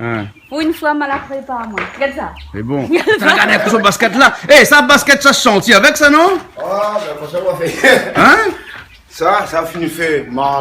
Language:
Réunion Creole French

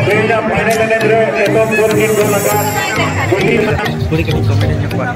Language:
Santali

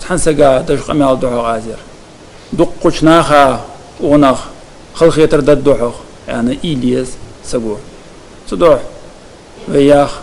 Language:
Ingush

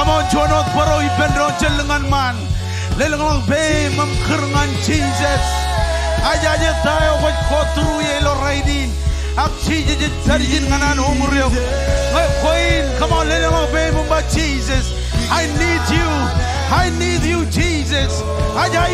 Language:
Marshallese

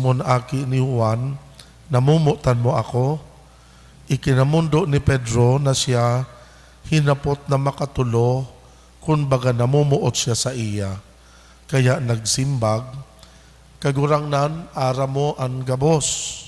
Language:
Bikol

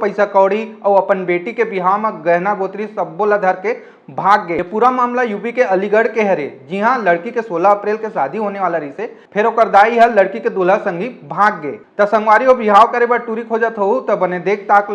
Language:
Chhattisgarhi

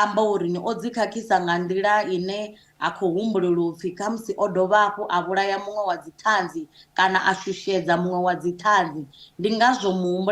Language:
Venda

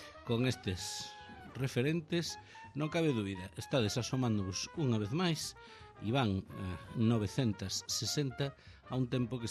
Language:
Galician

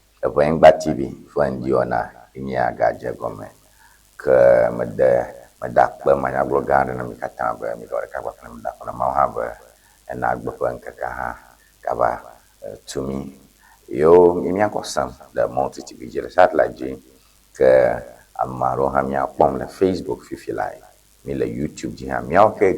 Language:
Ewe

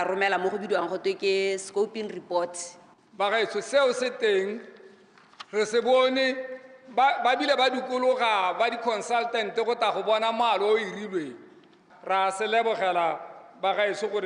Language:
Tswana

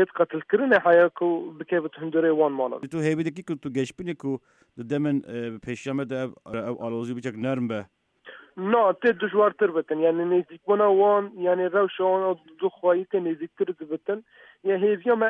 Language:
Kurdish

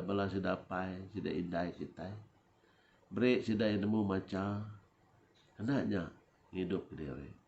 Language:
Iban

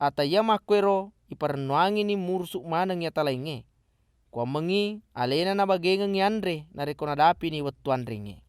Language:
Buginese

